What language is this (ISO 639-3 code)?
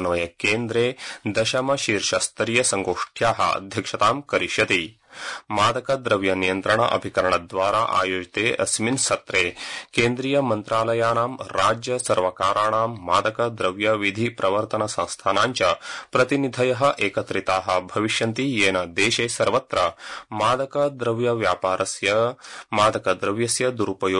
san